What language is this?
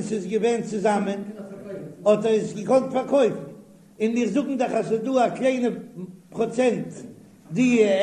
Yiddish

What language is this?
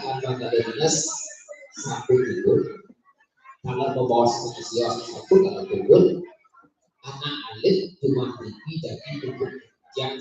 Balinese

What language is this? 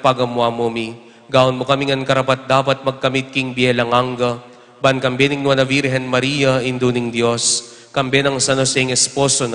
Pampanga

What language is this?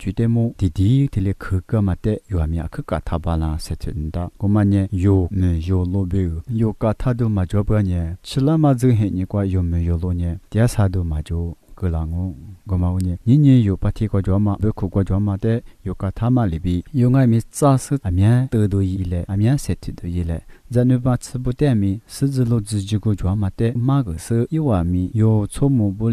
Lisu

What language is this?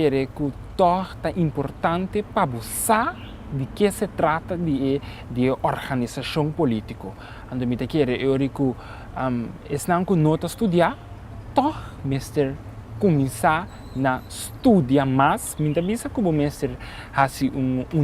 Papiamento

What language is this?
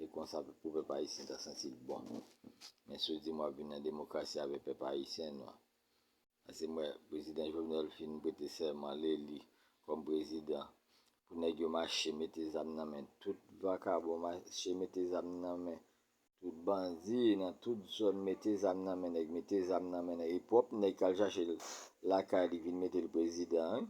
Haitian Creole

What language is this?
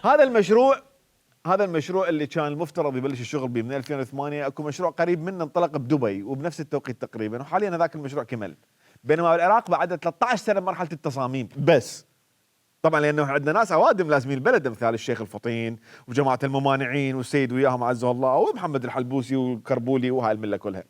Mesopotamian Arabic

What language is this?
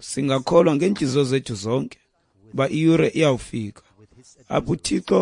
Xhosa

